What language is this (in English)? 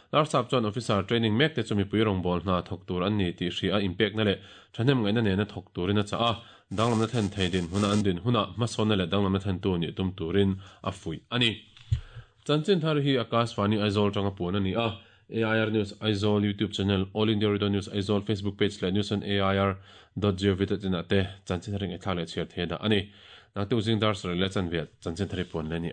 Mizo